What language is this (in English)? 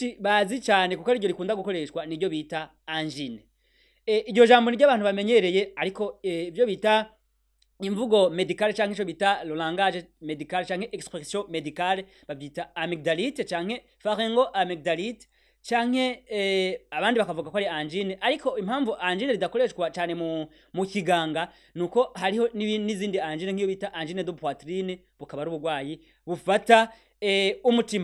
Rundi